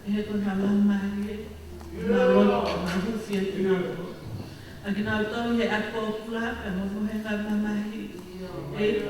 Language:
Tongan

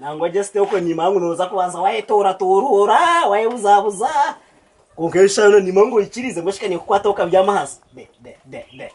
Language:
Nyankole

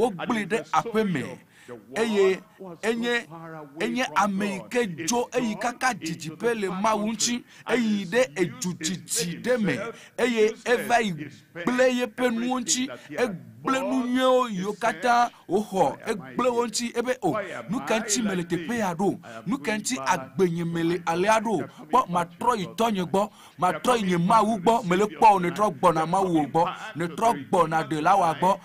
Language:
Ewe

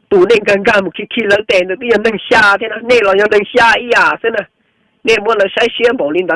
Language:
Hmong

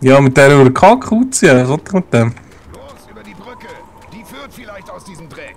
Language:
Swiss German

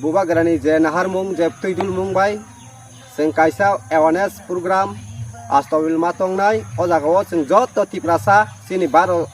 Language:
Kok Borok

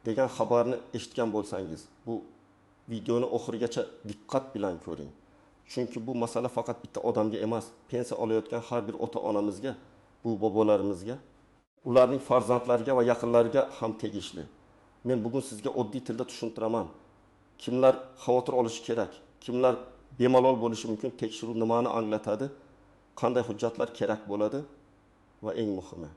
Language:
Uzbek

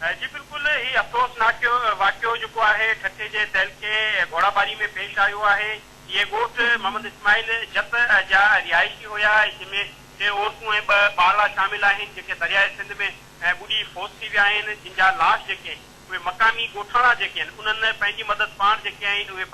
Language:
Sindhi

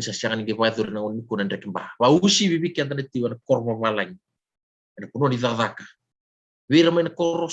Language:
Fijian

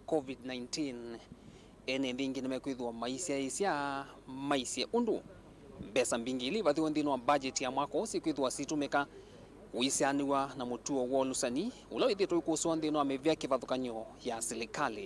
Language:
Kamba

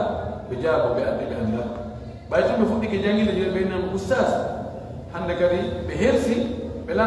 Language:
Fula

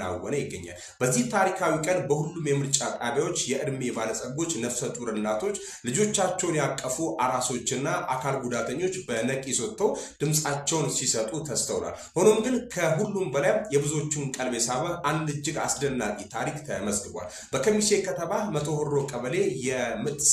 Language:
Amharic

